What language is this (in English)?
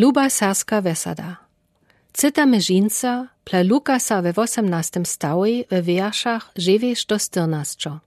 Lower Sorbian